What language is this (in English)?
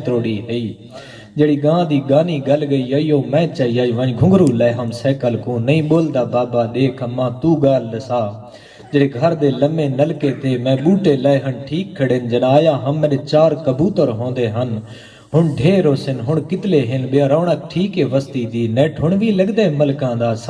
Saraiki